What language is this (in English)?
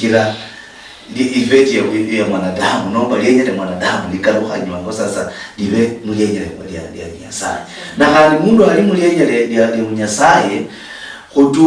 Luyia